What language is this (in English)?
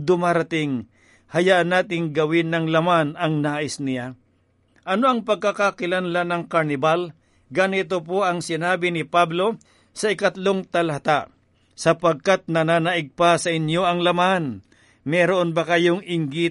Filipino